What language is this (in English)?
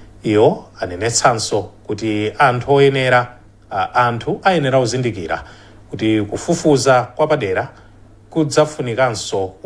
Nyanja